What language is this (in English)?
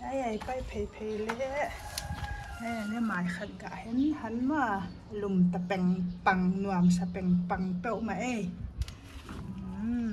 Paite Chin